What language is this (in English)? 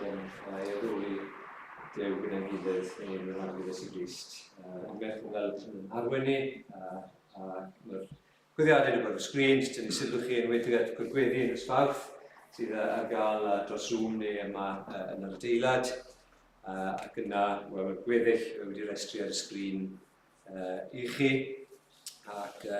Welsh